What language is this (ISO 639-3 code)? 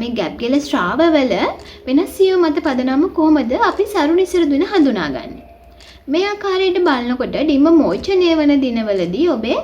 sin